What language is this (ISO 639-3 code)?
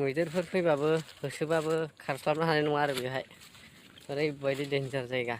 brx